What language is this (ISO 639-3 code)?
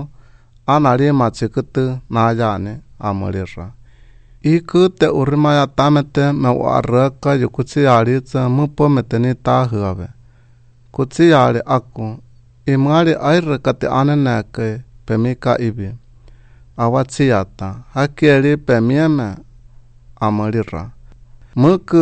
sqi